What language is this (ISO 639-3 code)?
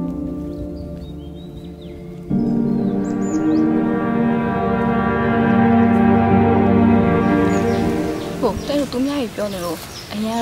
mya